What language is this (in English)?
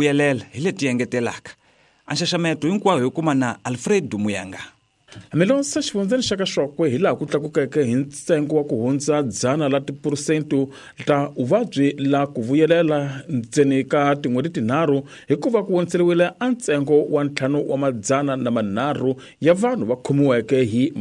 Tsonga